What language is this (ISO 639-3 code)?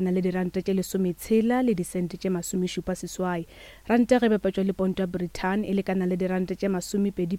nso